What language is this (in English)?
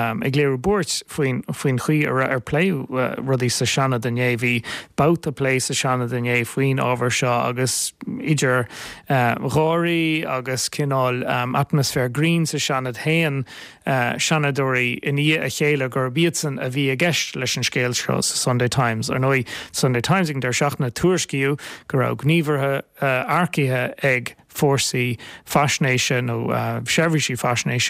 Irish